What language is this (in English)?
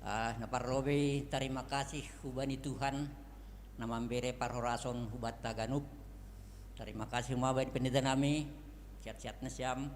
Batak Simalungun